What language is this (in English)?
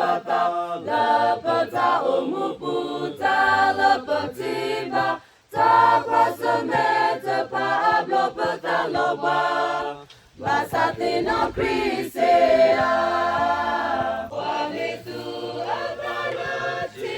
S'gaw Karen